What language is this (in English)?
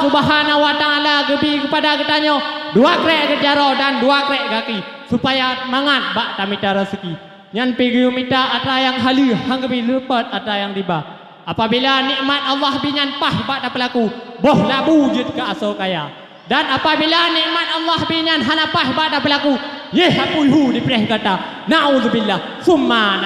Achinese